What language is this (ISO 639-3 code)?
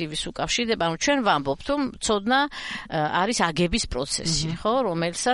kat